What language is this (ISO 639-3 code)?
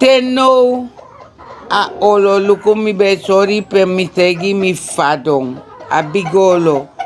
srn